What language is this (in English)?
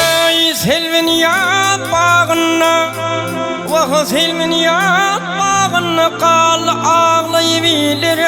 Turkmen